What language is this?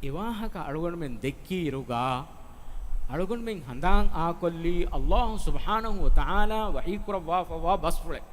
Divehi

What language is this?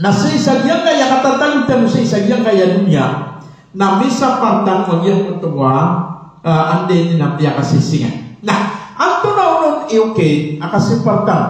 Maranao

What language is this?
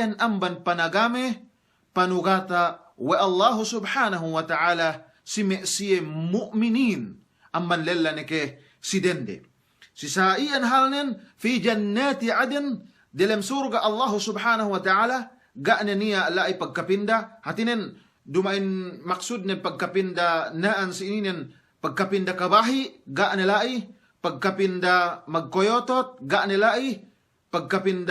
Yakan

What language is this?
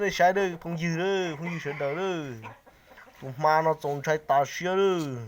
Hmong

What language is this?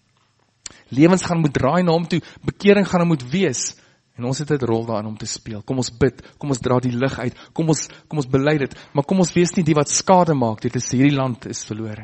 Afrikaans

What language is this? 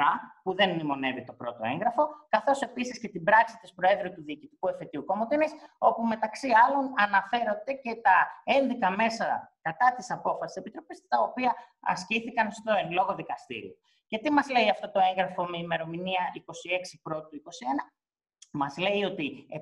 Greek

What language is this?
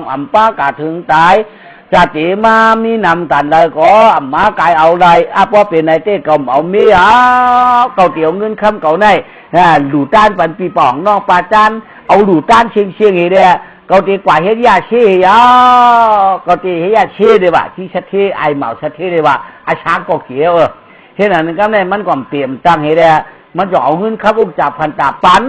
Shan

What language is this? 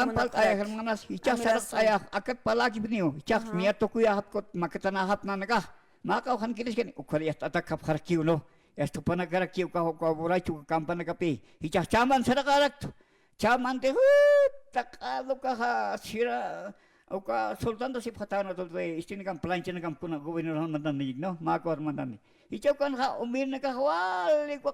Aymara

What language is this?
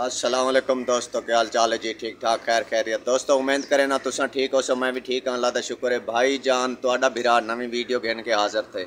Saraiki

